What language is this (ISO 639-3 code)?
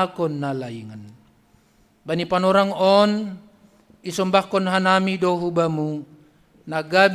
bts